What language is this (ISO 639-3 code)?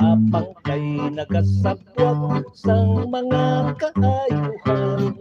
hil